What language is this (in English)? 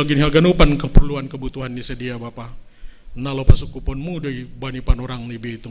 Batak Simalungun